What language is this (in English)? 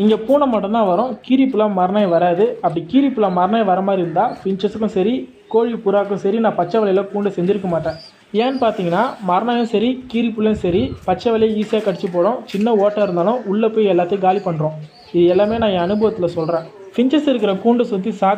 Tamil